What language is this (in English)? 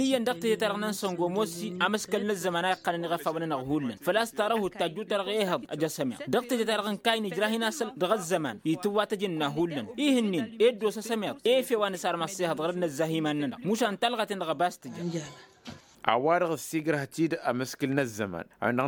Tamasheq